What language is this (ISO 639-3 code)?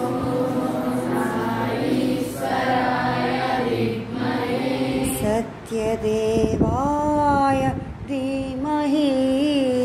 tel